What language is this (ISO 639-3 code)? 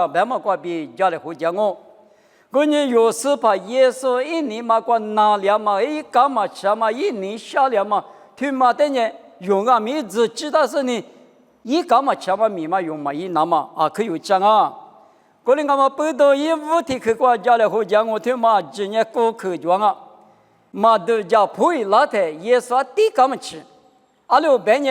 lis